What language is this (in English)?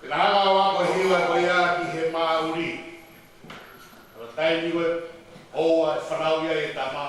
Tongan